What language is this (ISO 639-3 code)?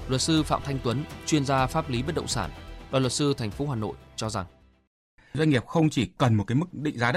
vie